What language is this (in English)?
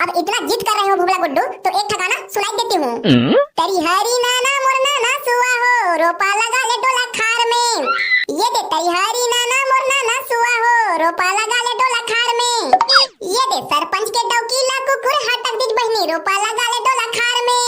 Chhattisgarhi